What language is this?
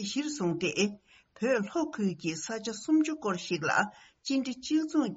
Tibetan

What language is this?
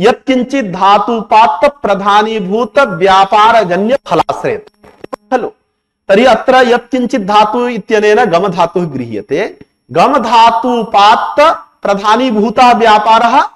Sanskrit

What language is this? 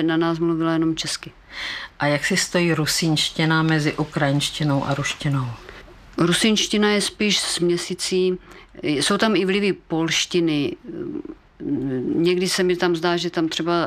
Czech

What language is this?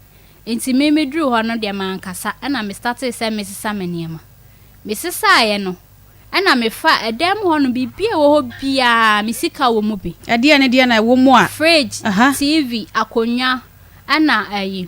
Akan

